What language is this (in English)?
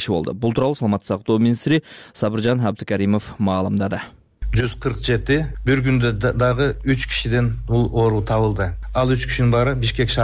Kyrgyz